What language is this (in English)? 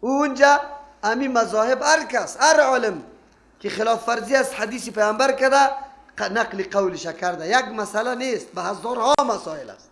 Persian